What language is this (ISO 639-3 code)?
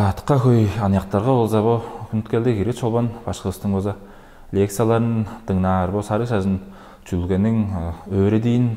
tyv